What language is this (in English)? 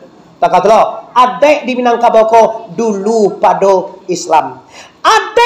Minangkabau